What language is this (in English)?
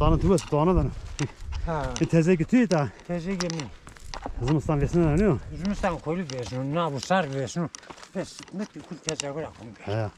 Zaza